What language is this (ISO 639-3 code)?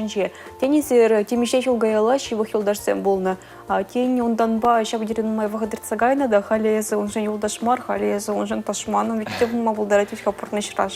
chv